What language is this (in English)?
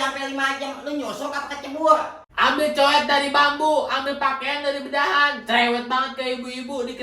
Betawi